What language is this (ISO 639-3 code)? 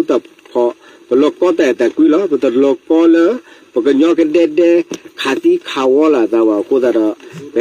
ksw